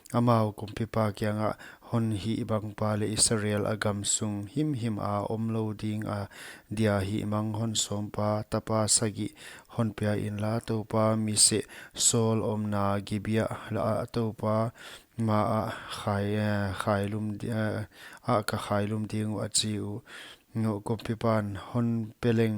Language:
Paite Chin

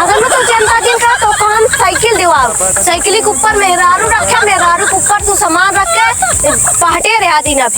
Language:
Awadhi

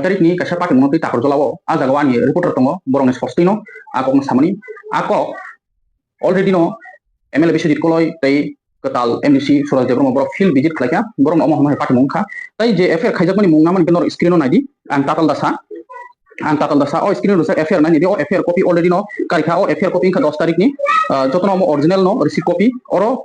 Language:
Kok Borok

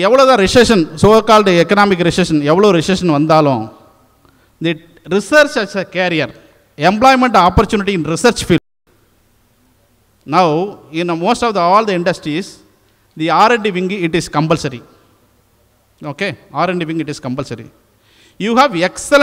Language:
Tamil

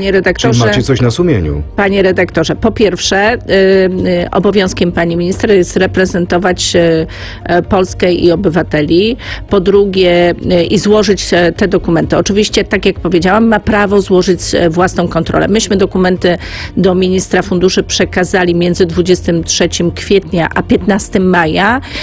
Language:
Polish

